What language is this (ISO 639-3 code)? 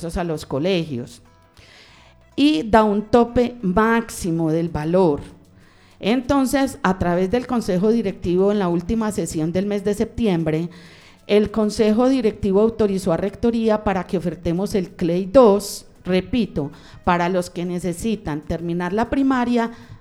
spa